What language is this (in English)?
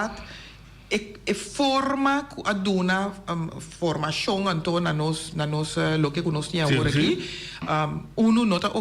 Papiamento